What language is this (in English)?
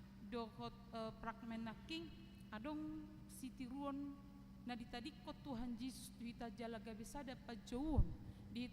Batak Toba